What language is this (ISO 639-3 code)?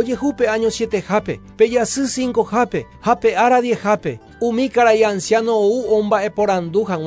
grn